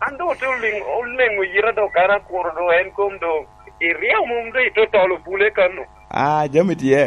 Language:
Lango (Uganda)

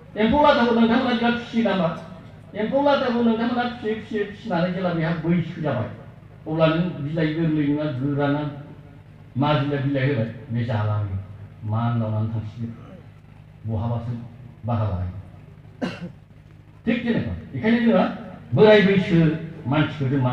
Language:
Bodo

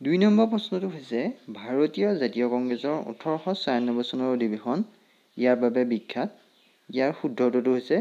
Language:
Assamese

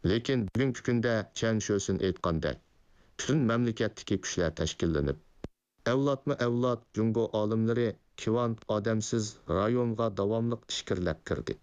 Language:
Uyghur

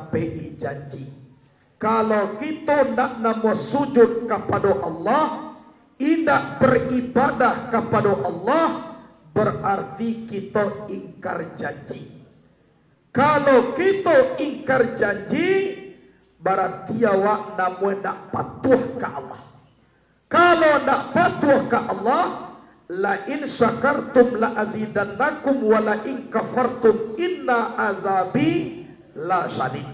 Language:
Minangkabau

